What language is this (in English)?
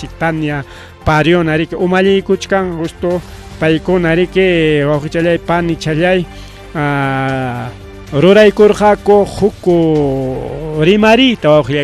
Ayacucho Quechua